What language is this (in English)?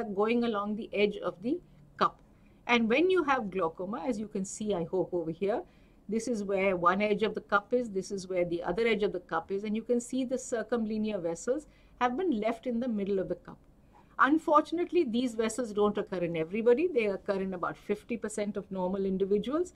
English